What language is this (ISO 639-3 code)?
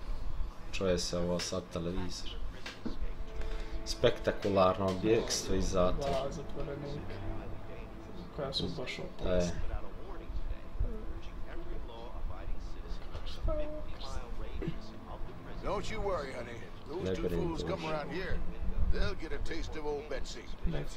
hrv